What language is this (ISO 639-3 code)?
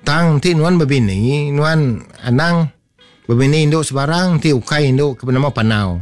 iba